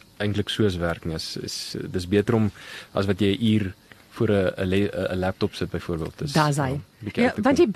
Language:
Afrikaans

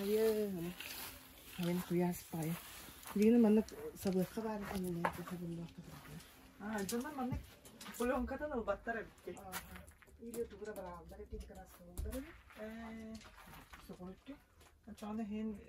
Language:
Yakut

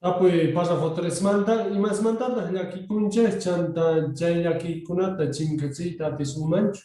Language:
South Bolivian Quechua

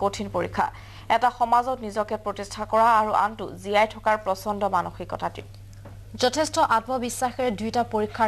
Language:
Assamese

